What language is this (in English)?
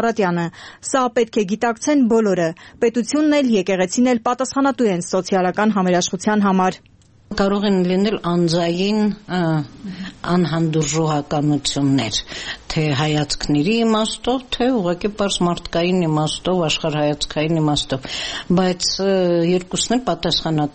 Armenian